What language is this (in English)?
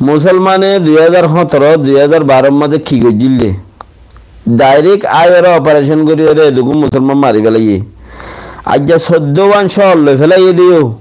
Rohingya